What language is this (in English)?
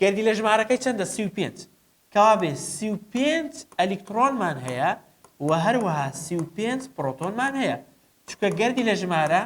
Central Kurdish